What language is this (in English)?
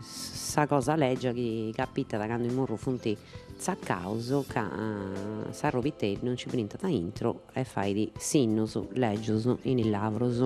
Sardinian